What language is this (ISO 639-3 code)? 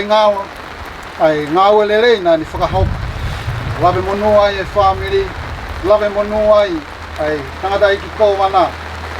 ton